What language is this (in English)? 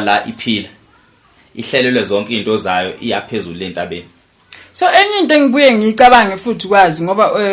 Zulu